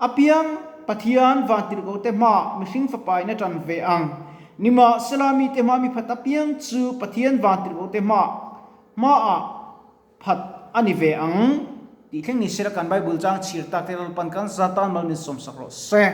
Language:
Mizo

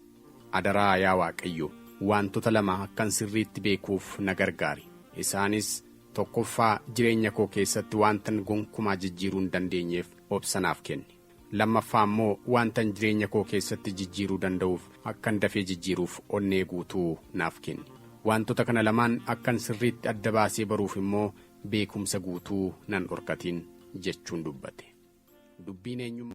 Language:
Oromo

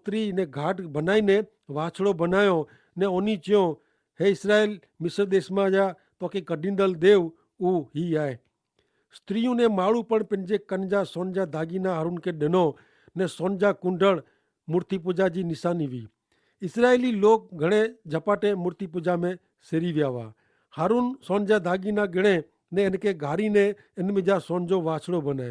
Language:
Kachhi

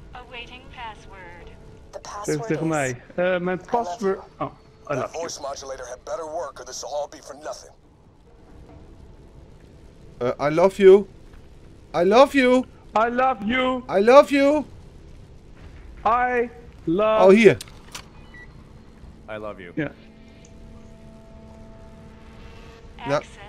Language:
Dutch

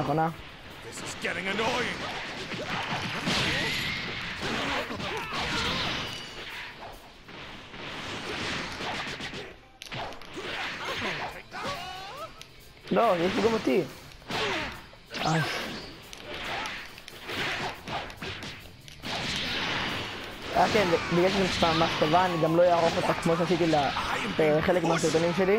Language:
Hebrew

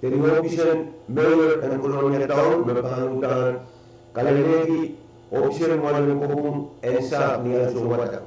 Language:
Pohnpeian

